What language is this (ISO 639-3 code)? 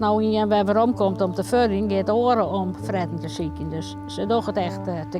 fry